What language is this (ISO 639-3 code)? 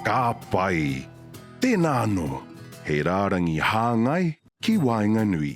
mri